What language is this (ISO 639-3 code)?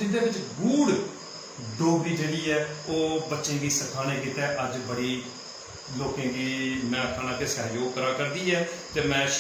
doi